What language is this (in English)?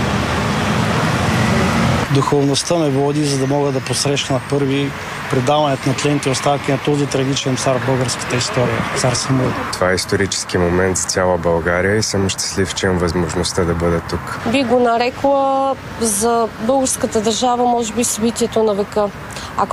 Bulgarian